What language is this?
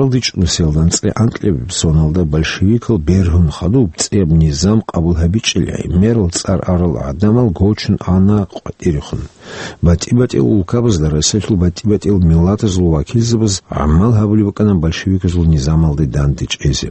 Avaric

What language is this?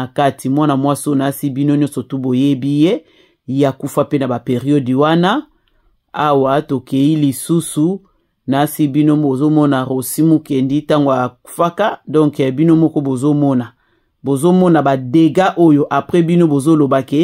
Lingala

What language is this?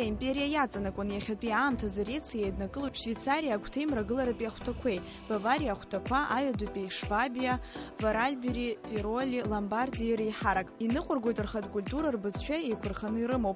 Abkhazian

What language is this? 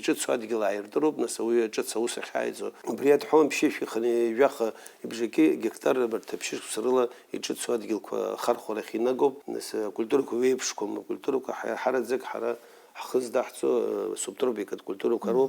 Abkhazian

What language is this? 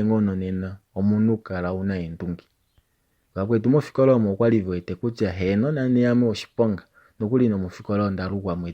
Kuanyama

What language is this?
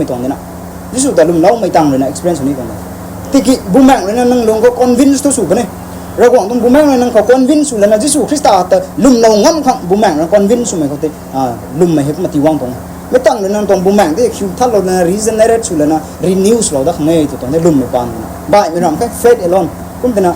Rongmei Naga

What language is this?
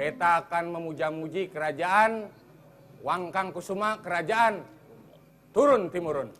Banjar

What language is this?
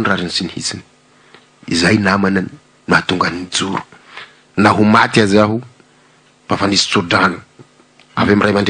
Malagasy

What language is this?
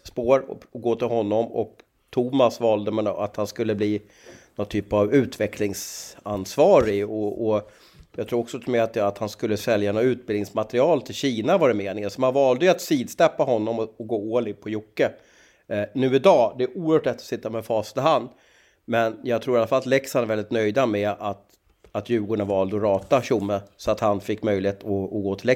Swedish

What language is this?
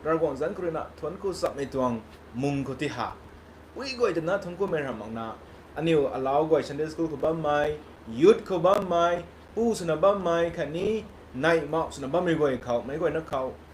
Rongmei Naga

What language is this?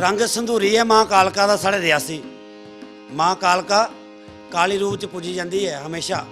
Dogri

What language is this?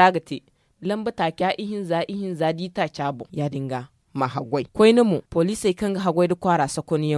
Zarma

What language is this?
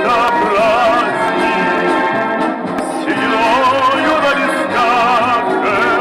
Tajik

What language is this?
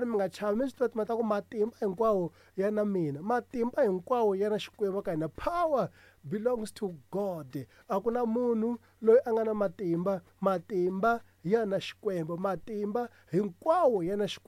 Tsonga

